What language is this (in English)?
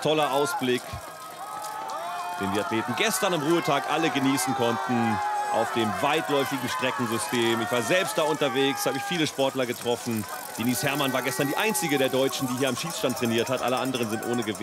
German